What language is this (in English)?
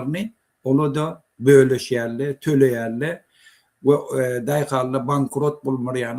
Turkmen